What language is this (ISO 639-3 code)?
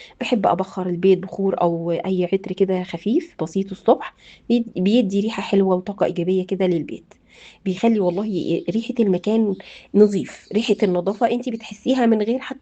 arz